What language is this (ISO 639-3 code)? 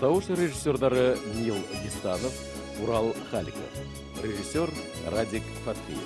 bak